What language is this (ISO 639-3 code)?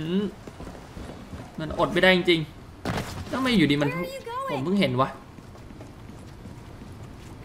tha